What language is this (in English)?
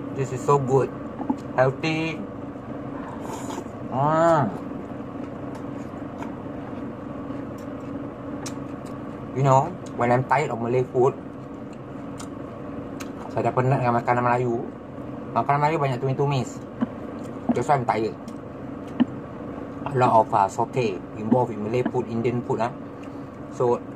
Malay